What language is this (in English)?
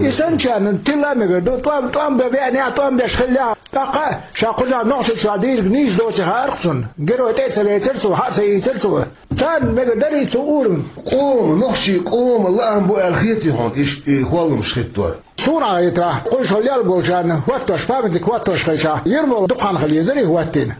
Chechen